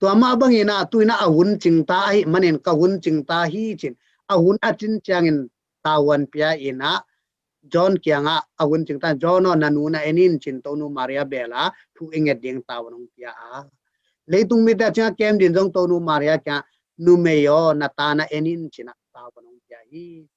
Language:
Tedim Chin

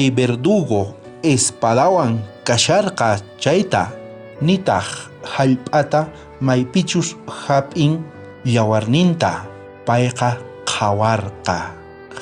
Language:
South Bolivian Quechua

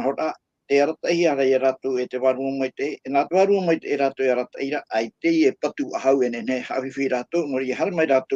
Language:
Tahitian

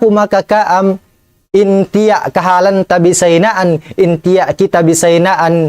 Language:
Tausug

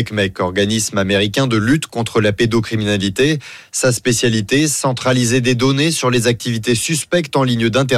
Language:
French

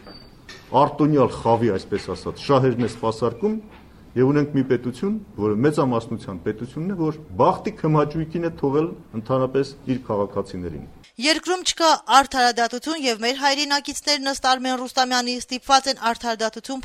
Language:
Armenian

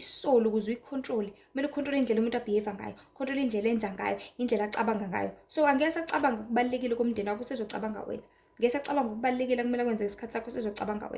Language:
Zulu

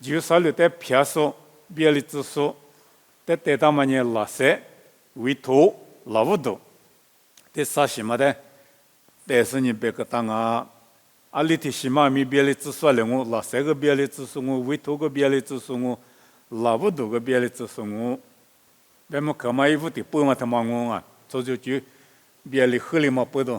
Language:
Lisu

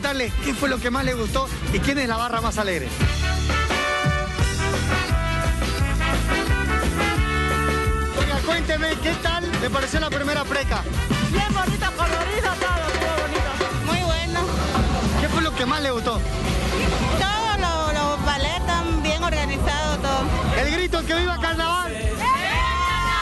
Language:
Spanish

